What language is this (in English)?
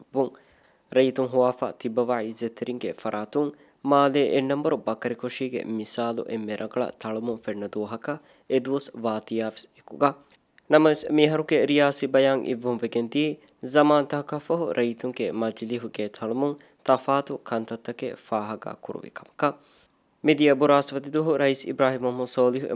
Divehi